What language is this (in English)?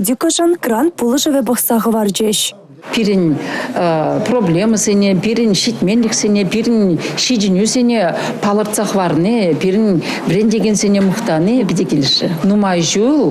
Chuvash